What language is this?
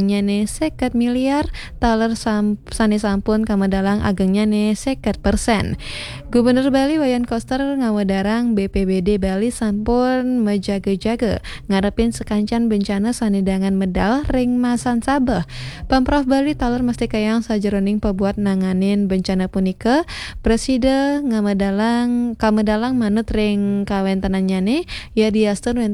Balinese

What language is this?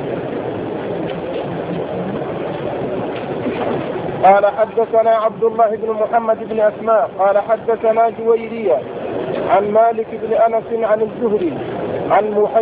Arabic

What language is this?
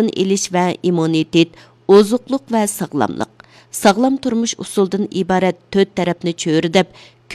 Uyghur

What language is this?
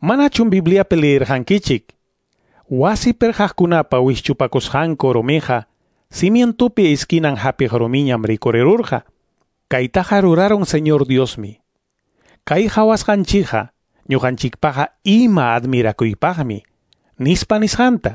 Quechua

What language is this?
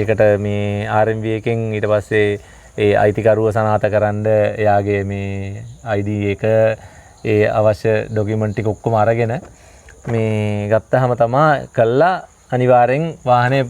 Sinhala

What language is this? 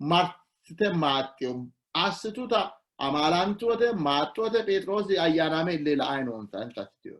Sidamo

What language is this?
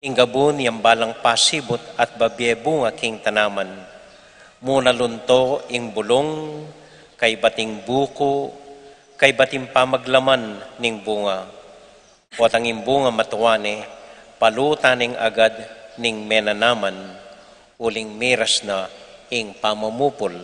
Pampanga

